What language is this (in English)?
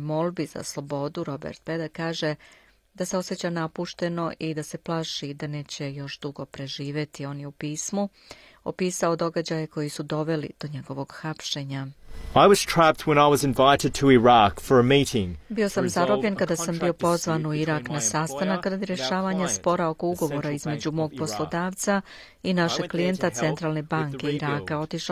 Serbian